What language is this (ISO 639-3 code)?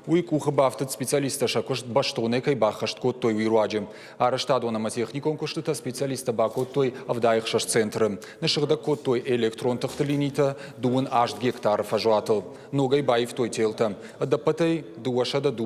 oss